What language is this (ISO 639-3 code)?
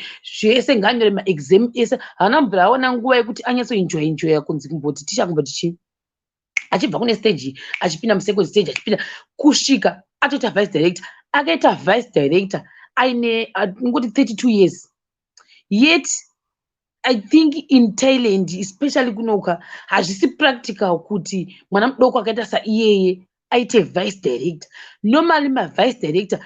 sna